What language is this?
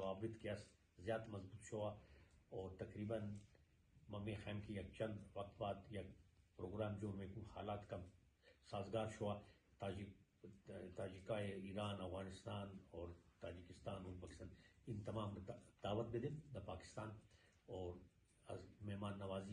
Persian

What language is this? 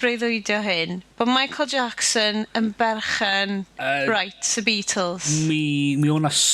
Welsh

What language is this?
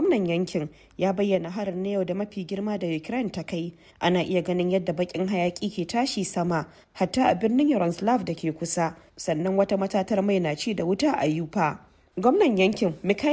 Hausa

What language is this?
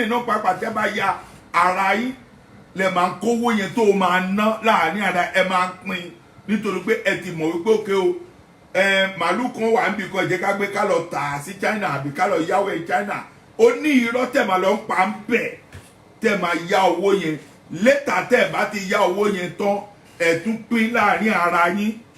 Yoruba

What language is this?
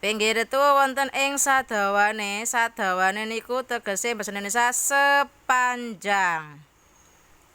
Javanese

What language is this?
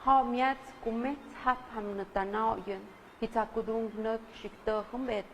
Tlahuitoltepec Mixe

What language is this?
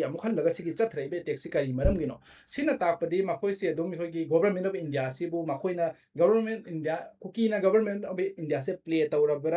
Manipuri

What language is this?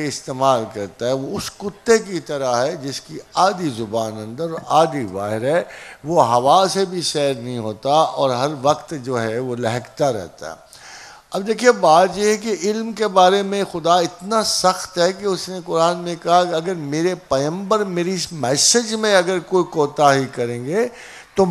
Urdu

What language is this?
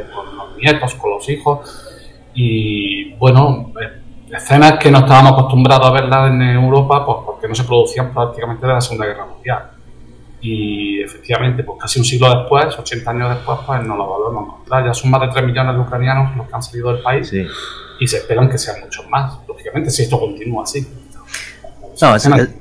Spanish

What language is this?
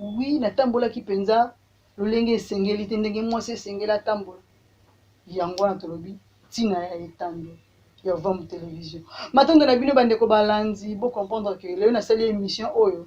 Lingala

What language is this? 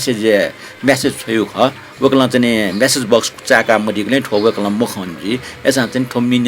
Newari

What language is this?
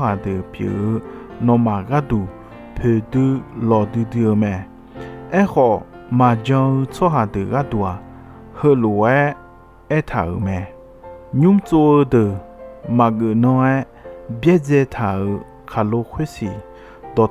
Akha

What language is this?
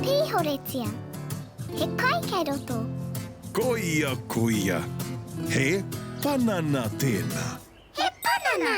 Māori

